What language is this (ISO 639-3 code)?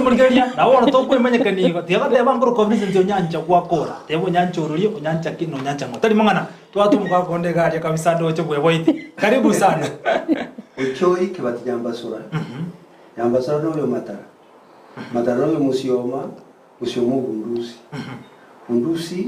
guz